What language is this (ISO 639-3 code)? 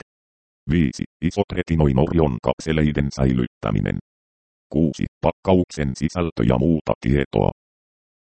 fin